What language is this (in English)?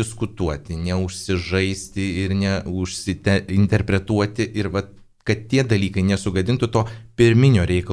Lithuanian